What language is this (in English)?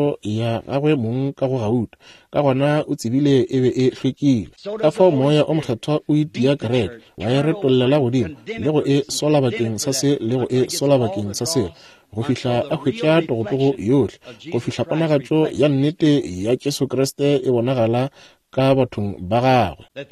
Northern Sotho